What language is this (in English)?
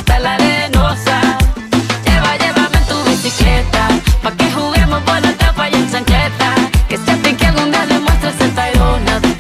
Spanish